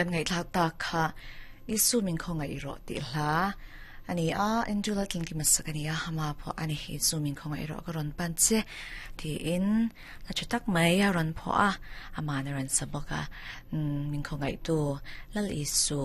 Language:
Mizo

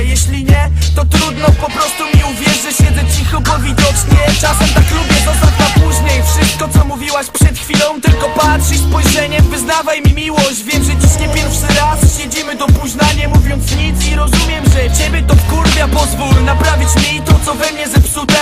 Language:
Polish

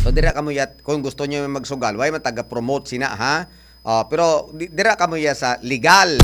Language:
Hiligaynon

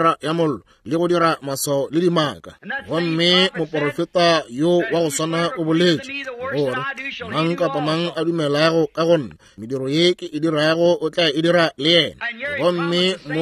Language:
Northern Sotho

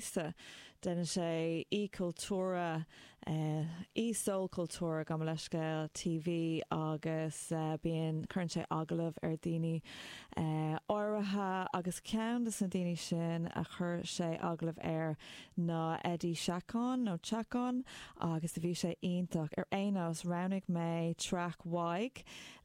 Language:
Irish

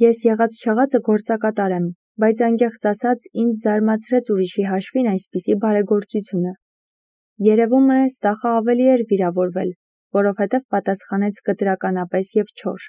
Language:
Armenian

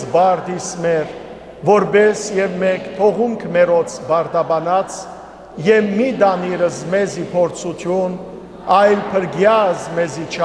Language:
Western Armenian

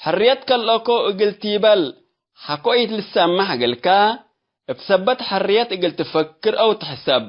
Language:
Tigre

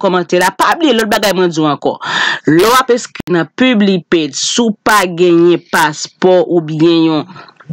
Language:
Haitian Creole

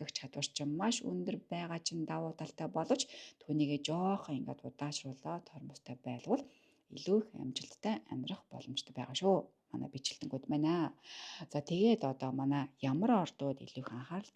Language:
Mongolian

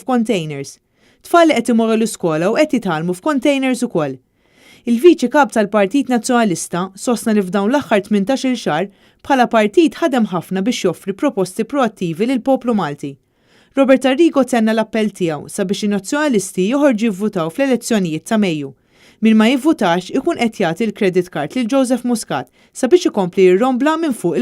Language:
Maltese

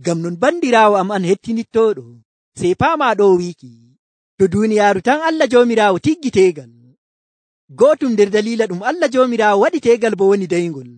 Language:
Nigerian Fulfulde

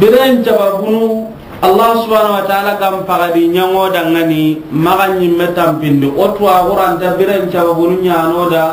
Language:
Soninke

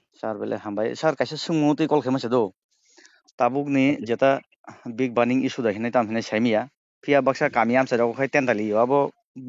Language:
Kok Borok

